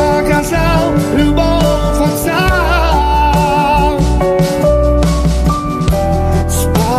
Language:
Ukrainian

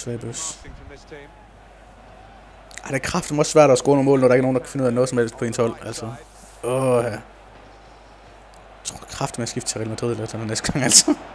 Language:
Danish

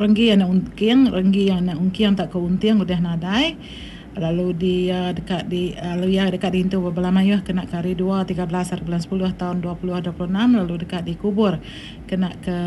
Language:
Iban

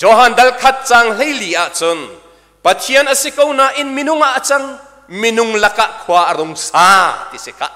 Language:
Hakha Chin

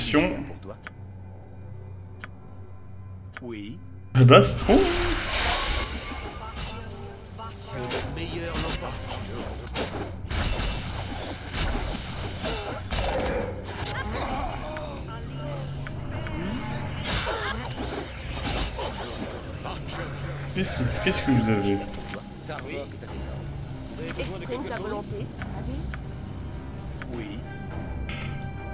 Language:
French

